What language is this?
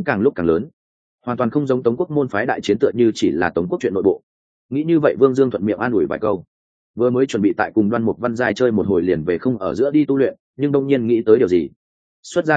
Vietnamese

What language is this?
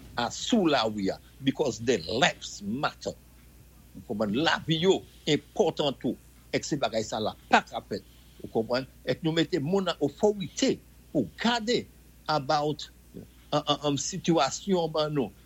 Saint Lucian Creole French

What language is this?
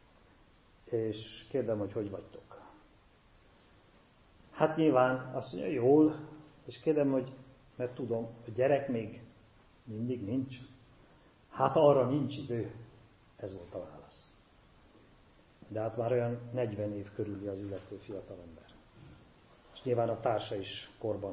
Hungarian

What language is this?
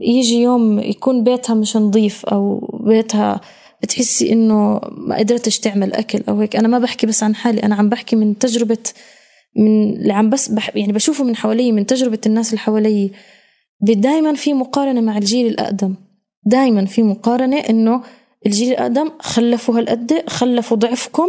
North Levantine Arabic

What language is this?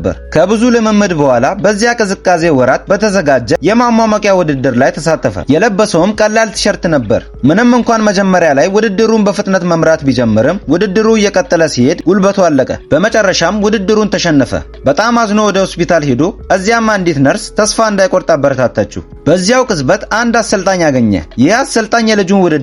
Amharic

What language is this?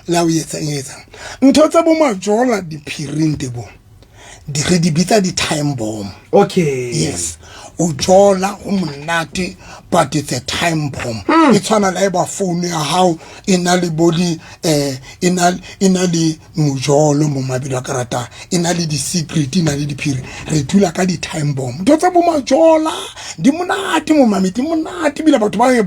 Southern Sotho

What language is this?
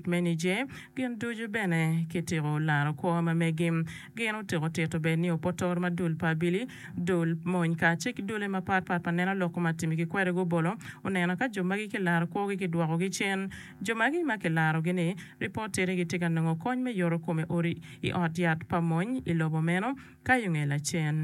Acoli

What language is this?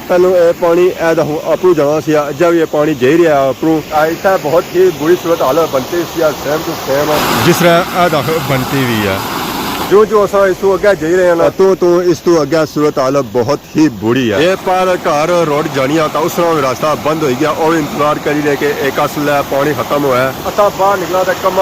Pahari-Potwari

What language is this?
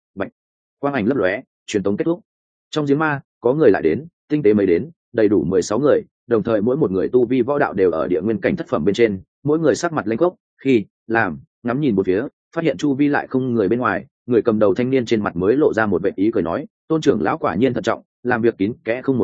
Vietnamese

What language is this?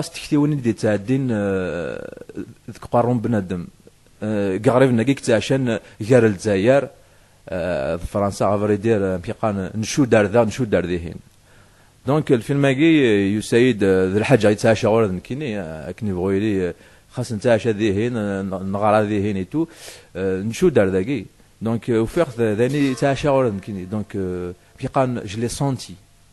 Kabyle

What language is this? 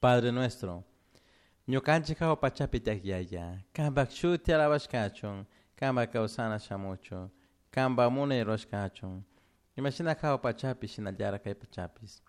Chimborazo Highland Quichua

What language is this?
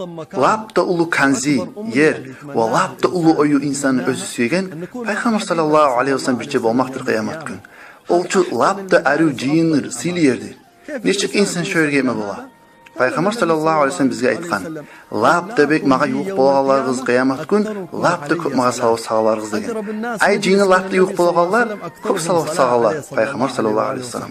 Kumyk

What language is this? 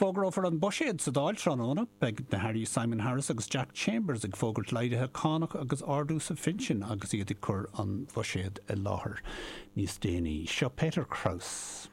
Irish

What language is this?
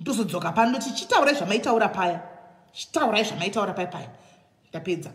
Shona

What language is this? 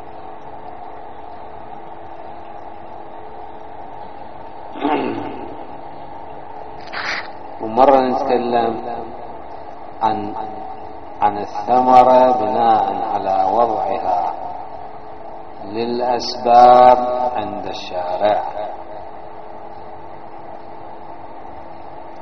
Arabic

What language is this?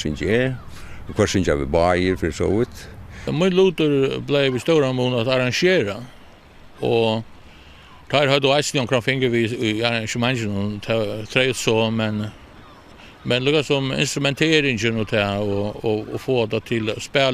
Faroese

